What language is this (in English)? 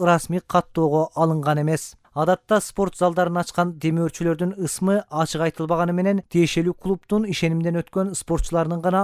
Kyrgyz